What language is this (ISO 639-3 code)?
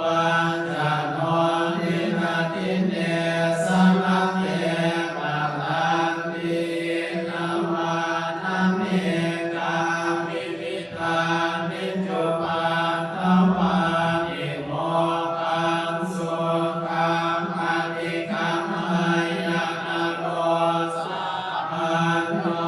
pli